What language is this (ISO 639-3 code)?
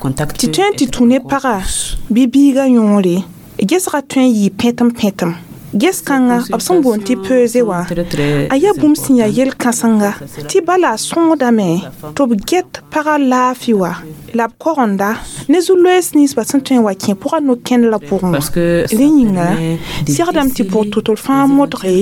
mos